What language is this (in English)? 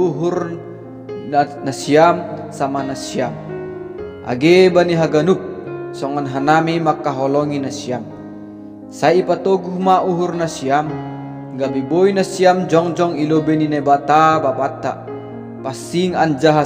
Batak Simalungun